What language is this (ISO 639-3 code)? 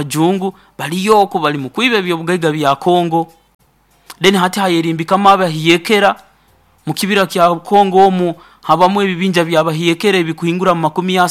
nyo